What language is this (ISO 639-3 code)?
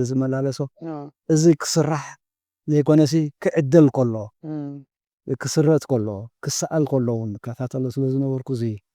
tir